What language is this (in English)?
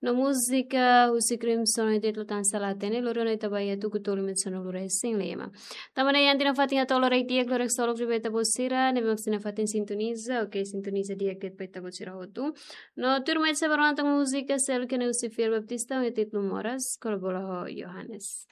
Tetum